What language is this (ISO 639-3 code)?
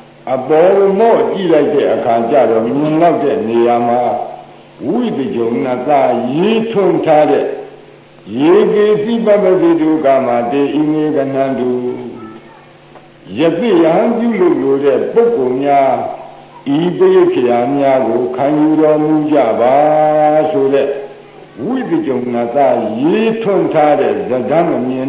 mya